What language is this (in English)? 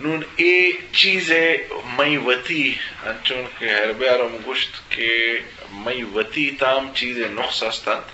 Eastern Balochi